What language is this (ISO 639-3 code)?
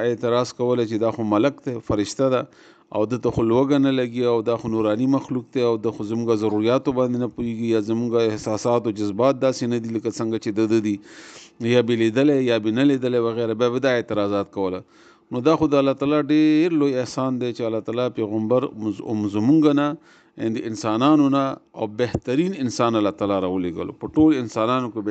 pus